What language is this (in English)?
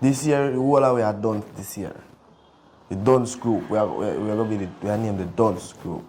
Jamaican Creole English